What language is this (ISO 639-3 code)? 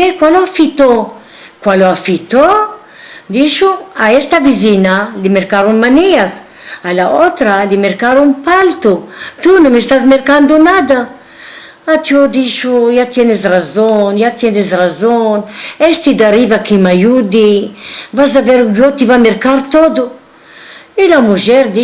lad